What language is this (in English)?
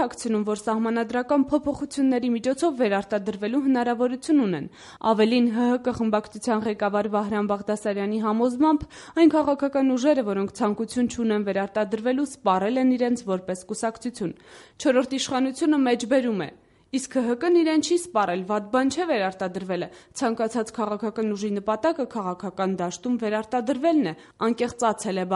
Armenian